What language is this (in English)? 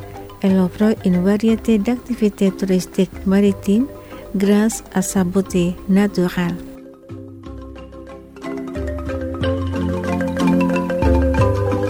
French